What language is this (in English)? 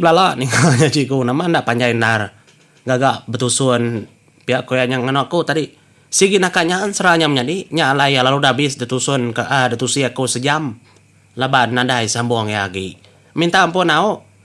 Iban